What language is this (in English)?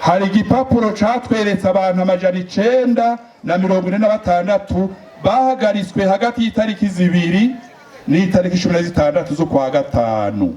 Rundi